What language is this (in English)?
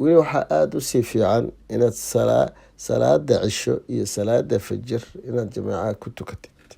Somali